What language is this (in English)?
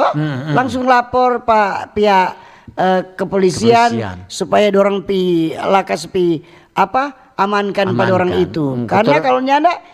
Manado Malay